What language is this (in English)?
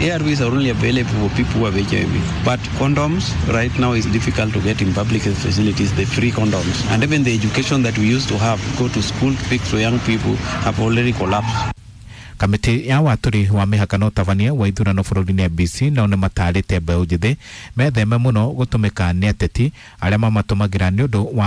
Kikuyu